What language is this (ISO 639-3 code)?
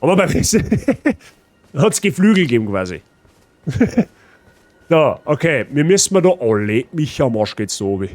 bar